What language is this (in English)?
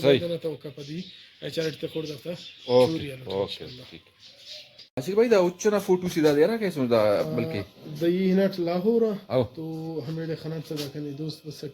Brahui